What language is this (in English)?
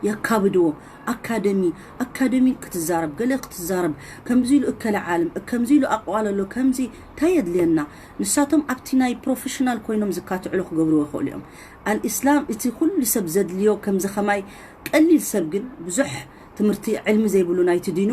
Tigrinya